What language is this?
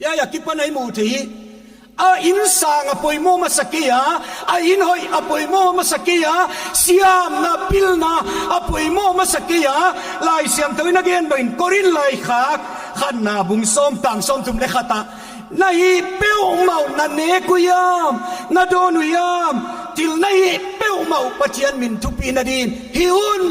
Paite Chin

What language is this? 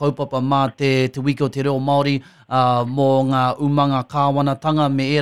Māori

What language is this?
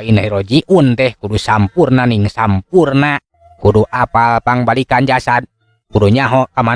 Sundanese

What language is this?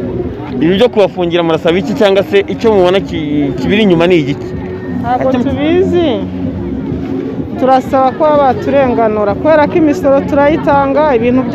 Kinyarwanda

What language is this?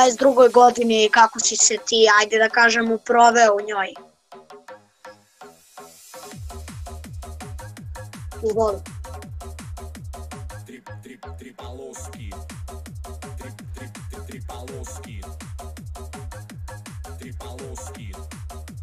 Serbian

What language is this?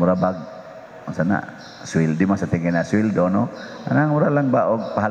Cebuano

